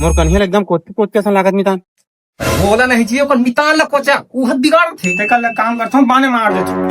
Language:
Chhattisgarhi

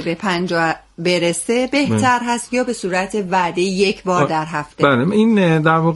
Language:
Persian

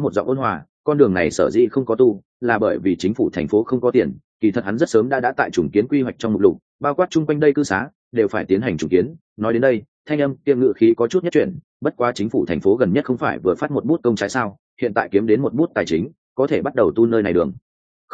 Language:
Vietnamese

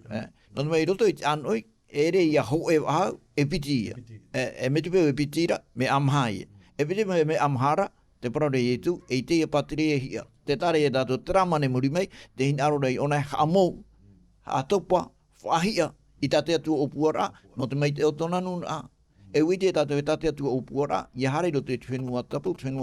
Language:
Tahitian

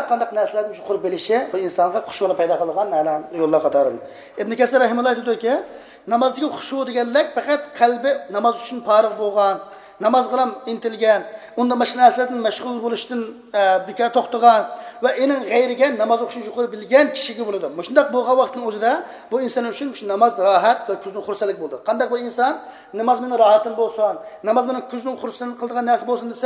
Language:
Uyghur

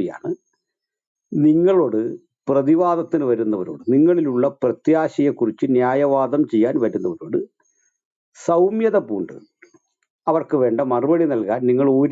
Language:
Malayalam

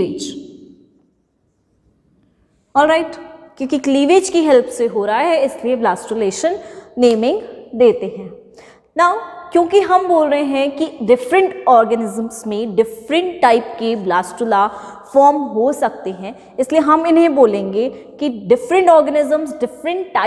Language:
Hindi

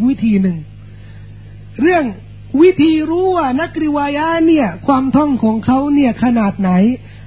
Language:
Thai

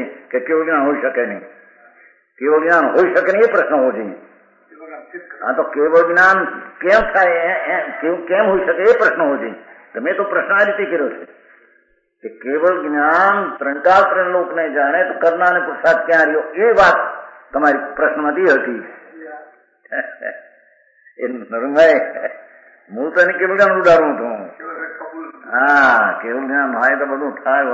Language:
Gujarati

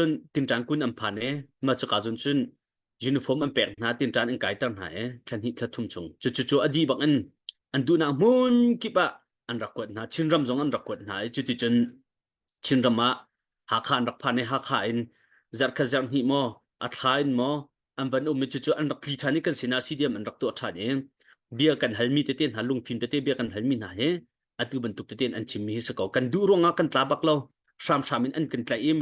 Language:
Hakha Chin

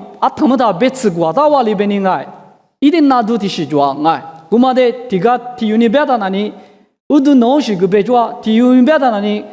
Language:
Lisu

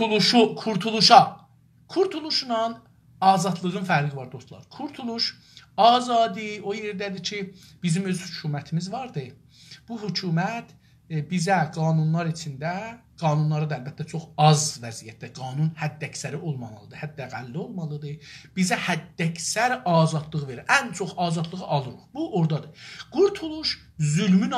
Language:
South Azerbaijani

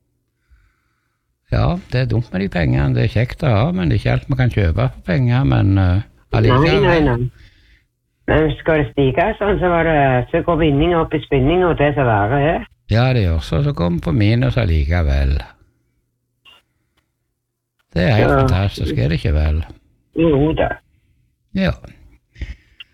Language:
Norwegian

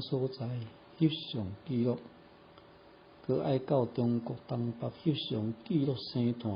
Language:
Min Nan Chinese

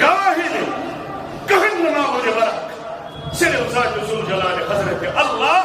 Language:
Kashmiri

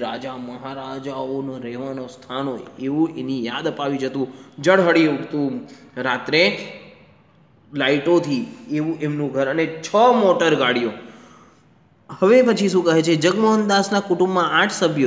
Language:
Gujarati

